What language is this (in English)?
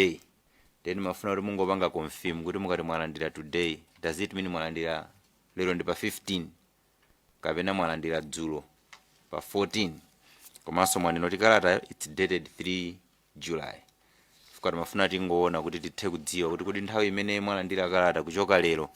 Nyanja